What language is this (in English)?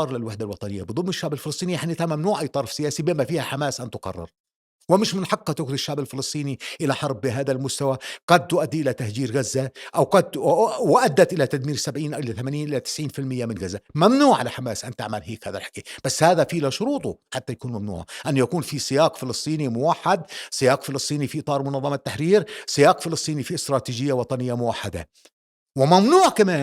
North Levantine Arabic